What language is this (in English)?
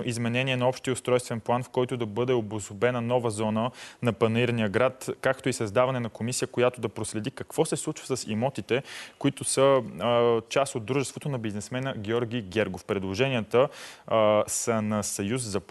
Bulgarian